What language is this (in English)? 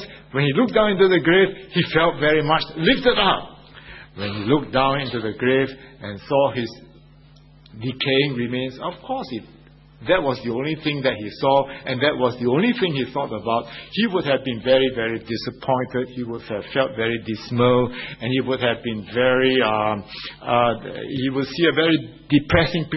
English